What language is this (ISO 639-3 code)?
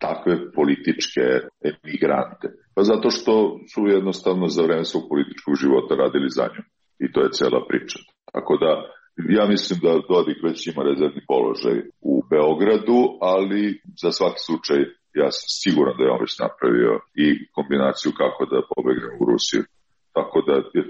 srp